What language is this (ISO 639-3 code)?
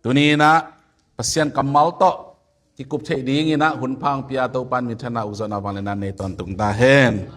ctd